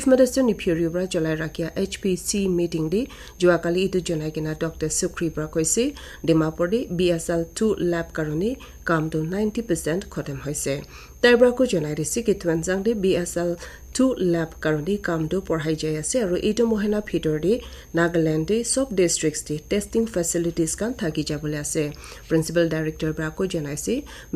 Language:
Naga Pidgin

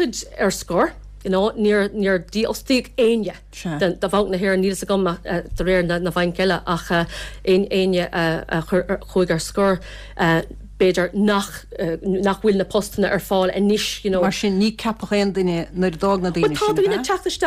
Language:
Irish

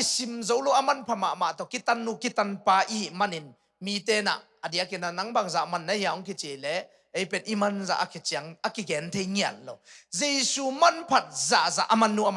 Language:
Tedim Chin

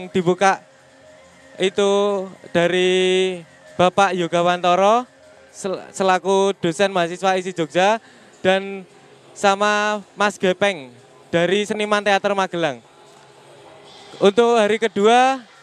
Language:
Indonesian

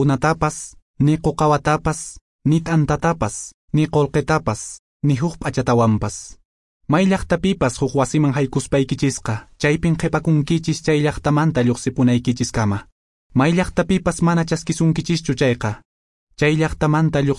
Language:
Quechua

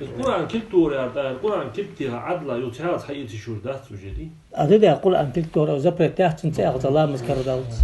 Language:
Ingush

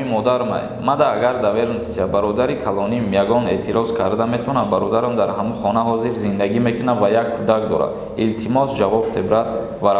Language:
Tajik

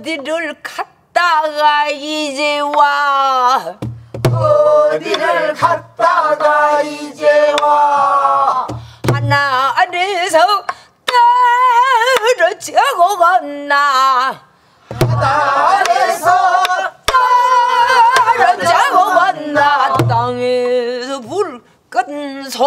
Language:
Korean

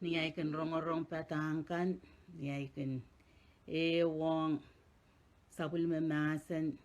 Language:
Pohnpeian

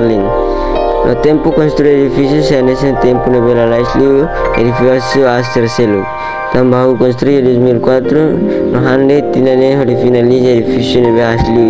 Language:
Tetum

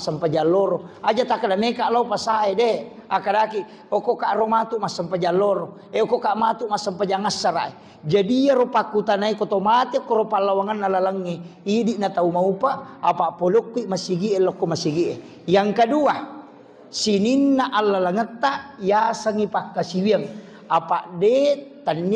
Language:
Buginese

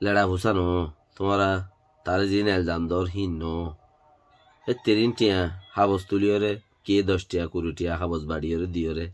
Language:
Rohingya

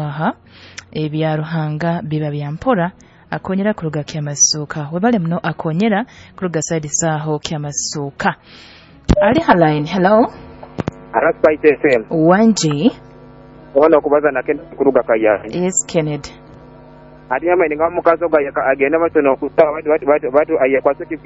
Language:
Nyoro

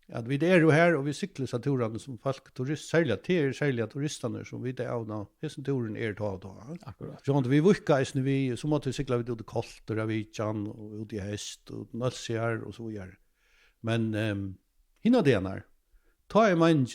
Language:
Faroese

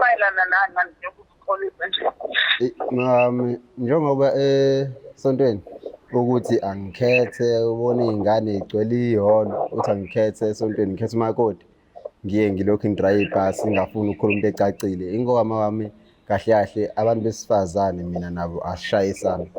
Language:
Zulu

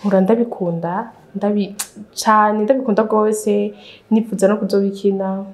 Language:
Rundi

